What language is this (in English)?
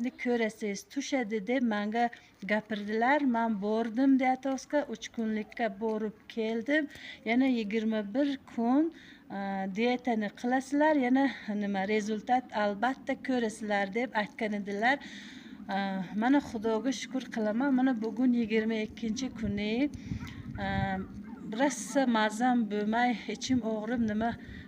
Uzbek